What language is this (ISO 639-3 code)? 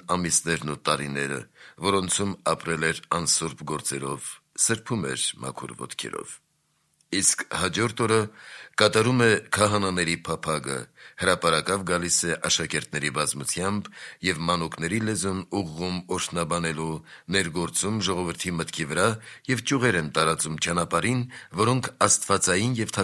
hye